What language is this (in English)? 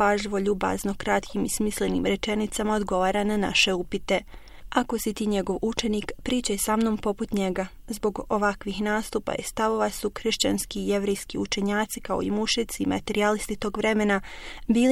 Bosnian